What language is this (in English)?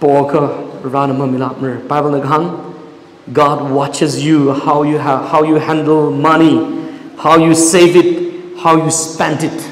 Tangkhul Naga (India)